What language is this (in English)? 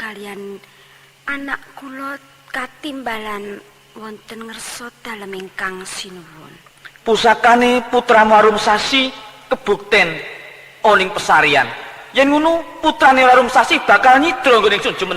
Javanese